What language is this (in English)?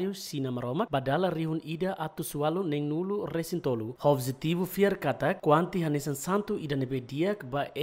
Tetum